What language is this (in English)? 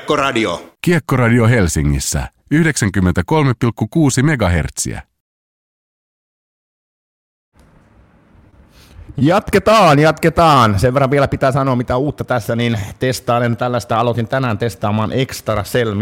Finnish